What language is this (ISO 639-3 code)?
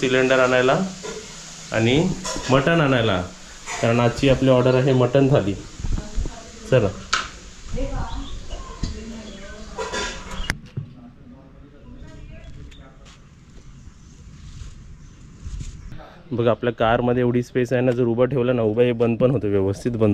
mar